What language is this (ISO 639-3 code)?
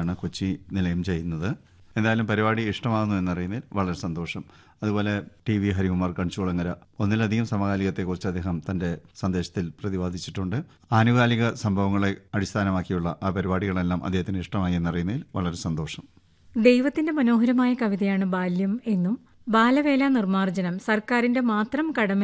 mal